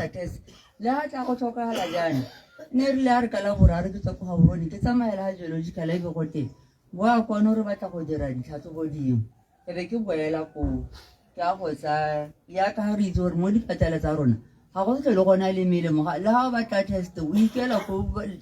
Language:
Tswana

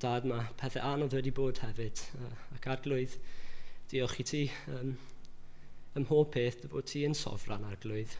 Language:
Welsh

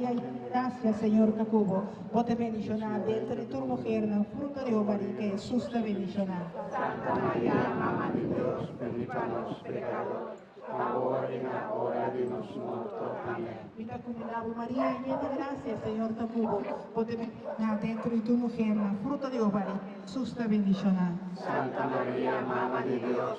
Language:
Papiamento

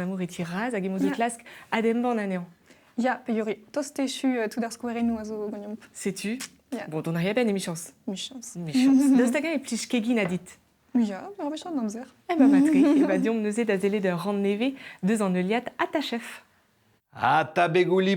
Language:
Breton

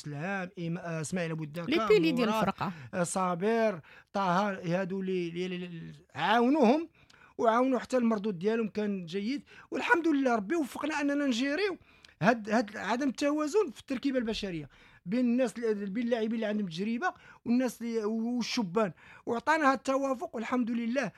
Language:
Moroccan Arabic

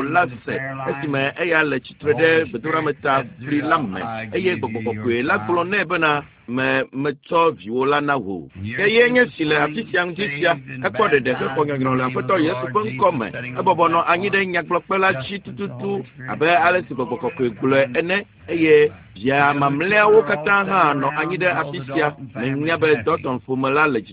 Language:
Ewe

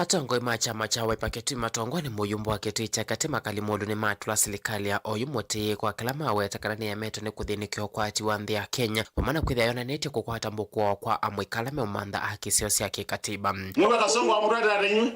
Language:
Kamba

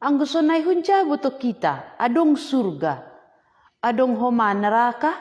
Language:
Batak Simalungun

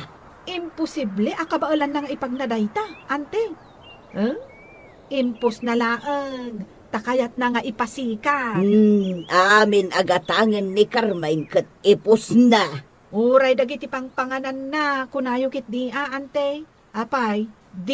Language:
Iloko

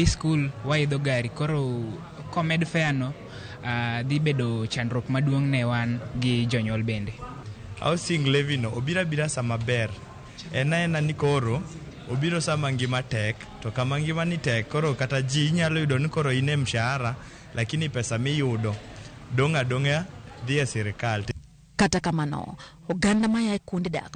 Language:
Luo (Kenya and Tanzania)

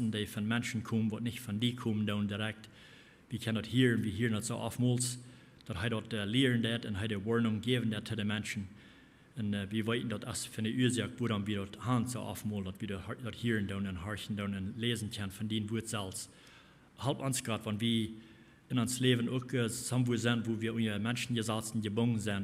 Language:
Plautdietsch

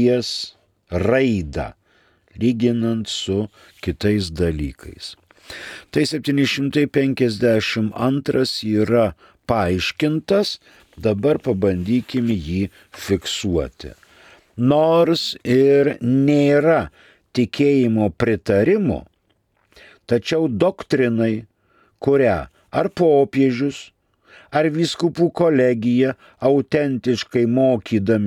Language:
Lithuanian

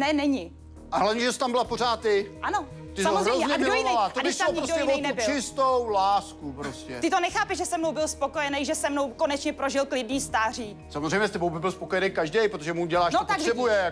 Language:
Czech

